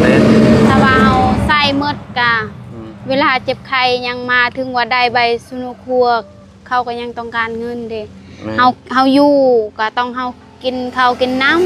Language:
Lao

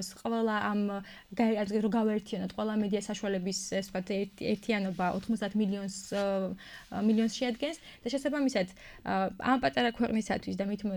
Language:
Georgian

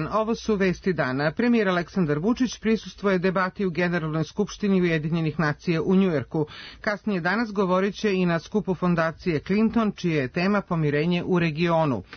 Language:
Serbian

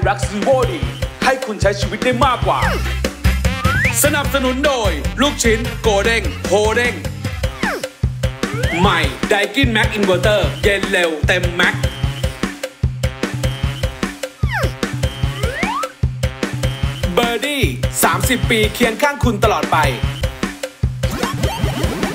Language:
Thai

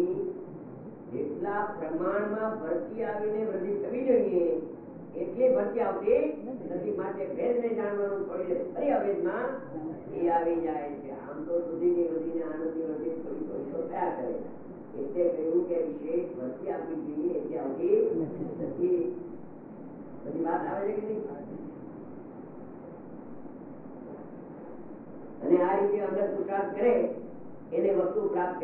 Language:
Gujarati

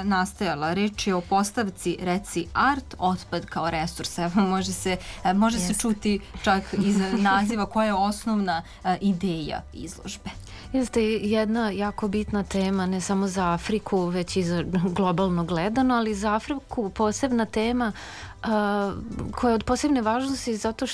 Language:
Serbian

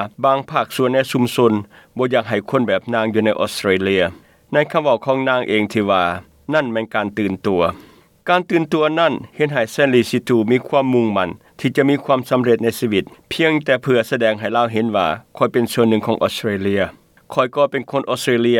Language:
Lao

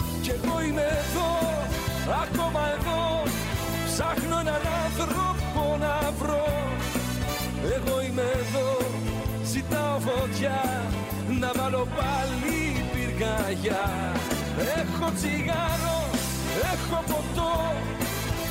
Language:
Greek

